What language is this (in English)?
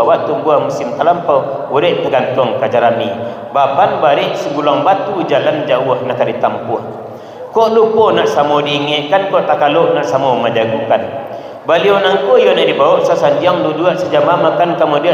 Minangkabau